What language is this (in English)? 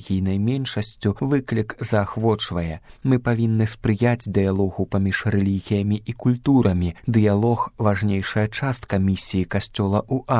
Belarusian